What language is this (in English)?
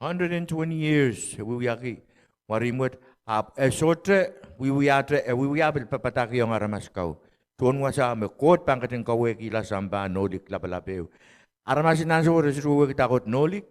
Pohnpeian